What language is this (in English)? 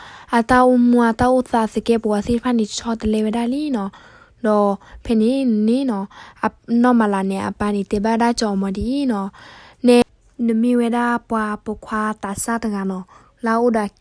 S'gaw Karen